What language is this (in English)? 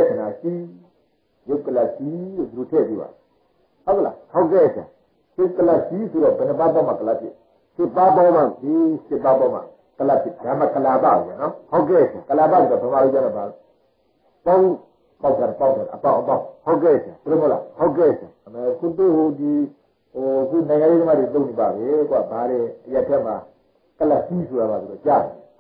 Burmese